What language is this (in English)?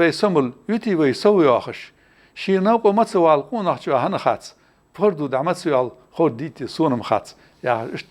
Ingush